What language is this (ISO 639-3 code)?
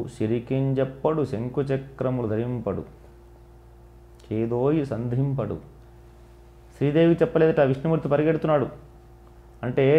tel